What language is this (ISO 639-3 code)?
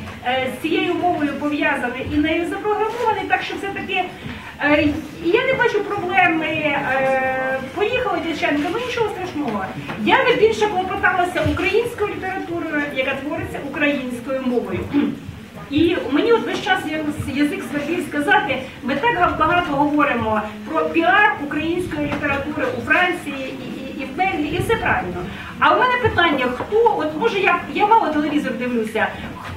ukr